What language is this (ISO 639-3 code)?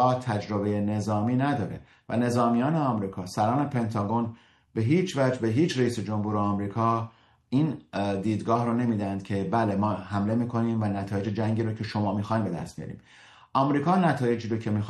fas